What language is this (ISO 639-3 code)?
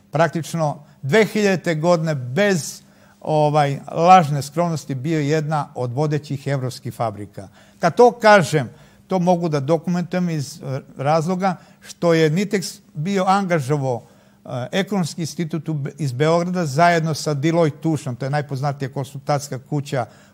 srp